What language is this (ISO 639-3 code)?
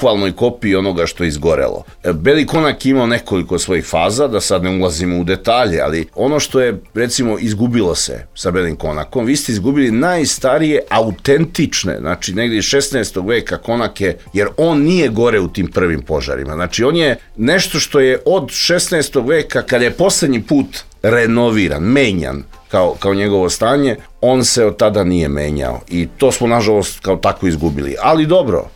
srp